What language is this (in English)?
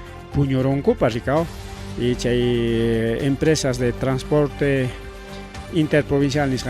Ayacucho Quechua